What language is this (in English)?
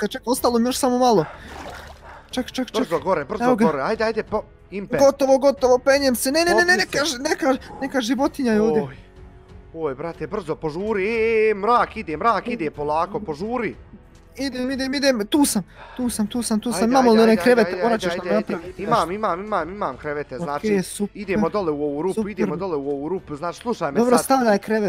Bosnian